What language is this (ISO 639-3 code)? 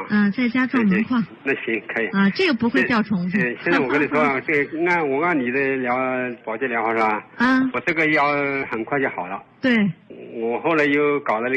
zho